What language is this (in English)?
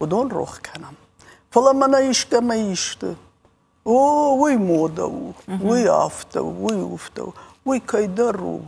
Ossetic